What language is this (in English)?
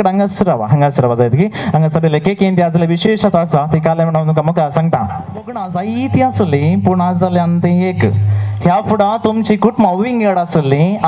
Konkani